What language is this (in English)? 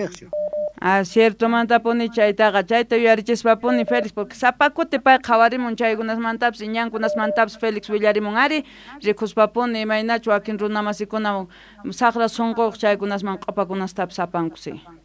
Quechua